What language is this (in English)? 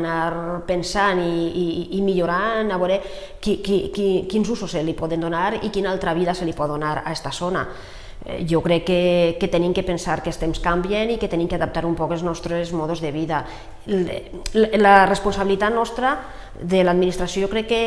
Catalan